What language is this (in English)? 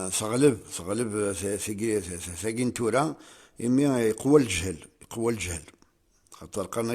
Kabyle